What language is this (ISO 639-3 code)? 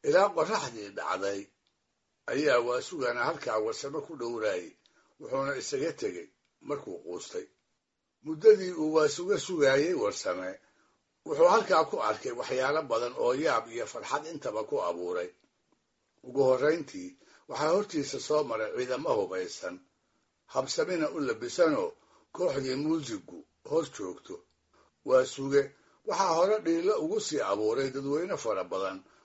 som